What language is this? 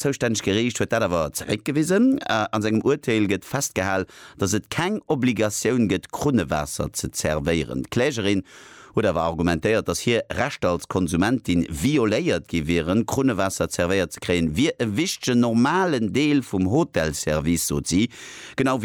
Luxembourgish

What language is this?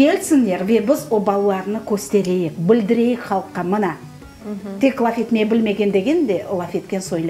Crimean Tatar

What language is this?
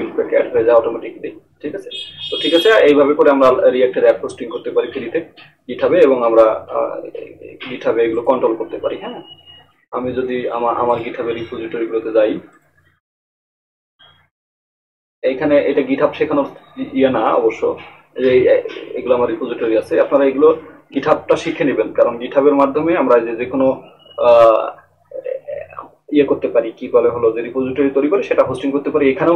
Bangla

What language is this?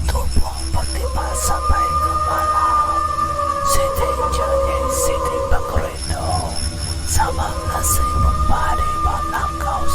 Iban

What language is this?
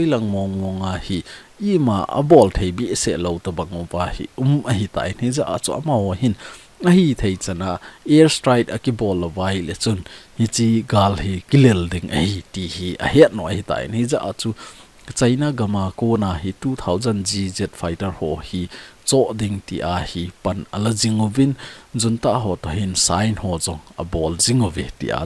Thado Chin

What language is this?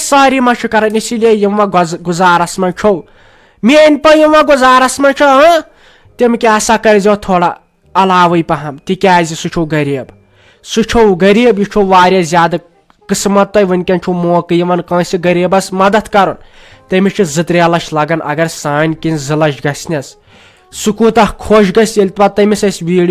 Kashmiri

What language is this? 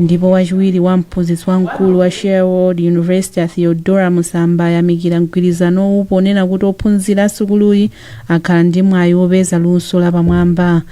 Nyanja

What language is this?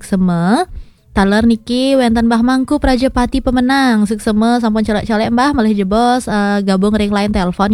Balinese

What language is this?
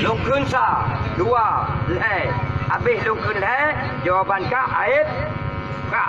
Achinese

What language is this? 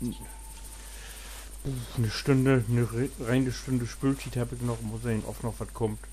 Low German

